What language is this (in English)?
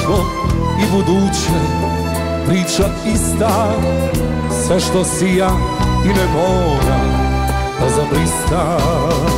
Serbian